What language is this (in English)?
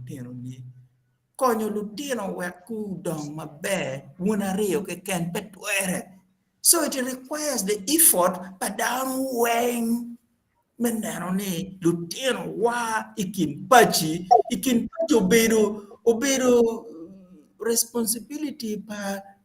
Acoli